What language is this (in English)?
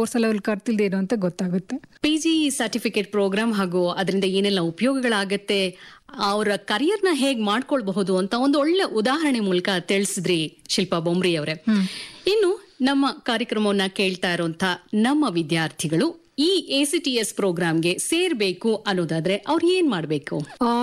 Kannada